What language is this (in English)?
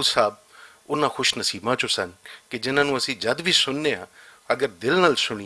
Western Panjabi